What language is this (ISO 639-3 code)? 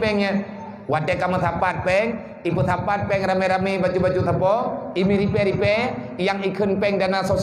ace